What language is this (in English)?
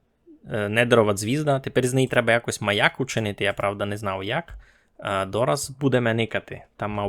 Rusyn